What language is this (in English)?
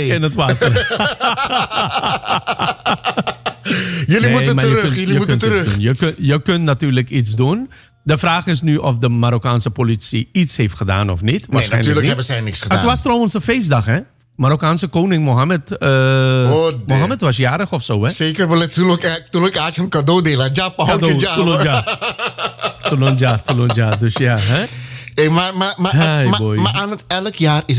Dutch